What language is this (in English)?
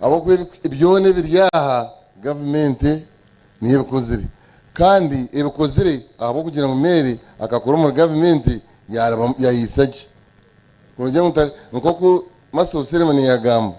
Nyankole